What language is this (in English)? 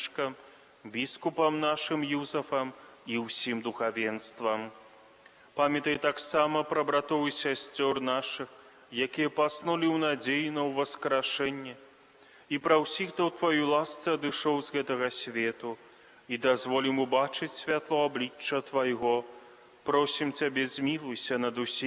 Belarusian